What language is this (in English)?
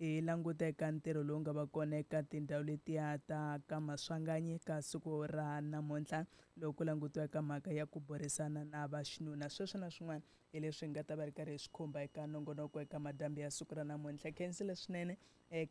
Tsonga